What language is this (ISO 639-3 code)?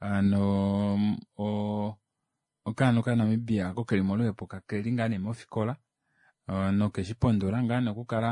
kua